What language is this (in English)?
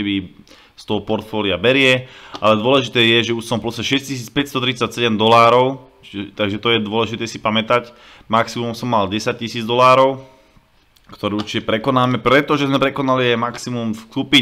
Slovak